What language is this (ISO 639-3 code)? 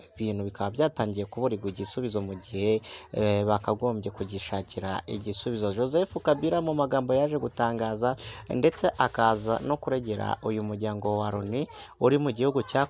kin